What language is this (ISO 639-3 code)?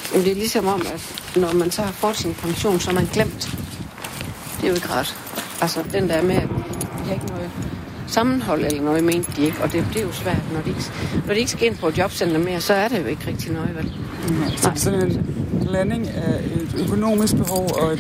dan